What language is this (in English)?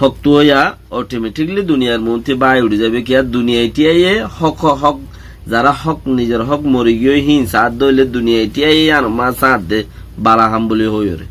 Rohingya